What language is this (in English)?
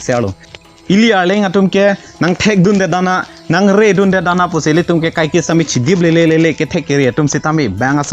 Karbi